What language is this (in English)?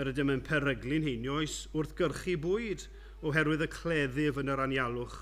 Welsh